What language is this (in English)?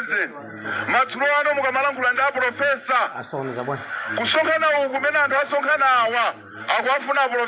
Nyanja